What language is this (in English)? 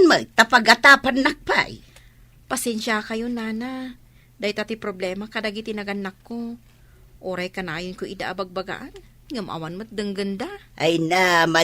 Iloko